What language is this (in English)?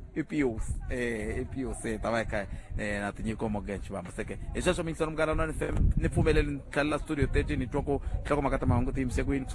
Tsonga